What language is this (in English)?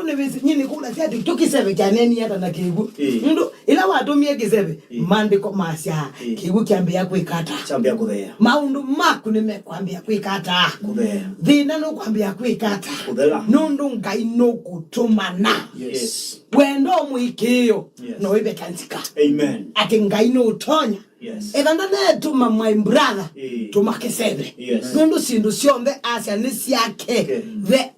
Kamba